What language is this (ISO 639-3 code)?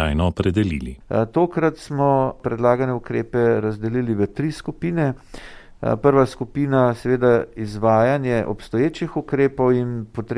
slv